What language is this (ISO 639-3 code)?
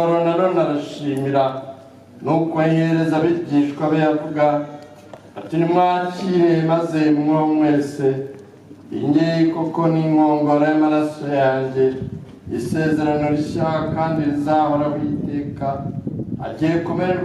kin